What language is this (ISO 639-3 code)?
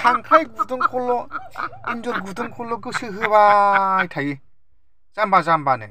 brx